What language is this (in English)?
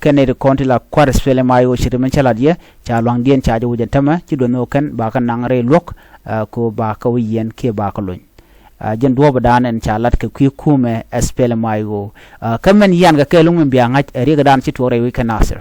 Nuer